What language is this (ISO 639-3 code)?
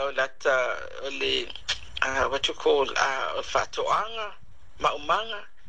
smo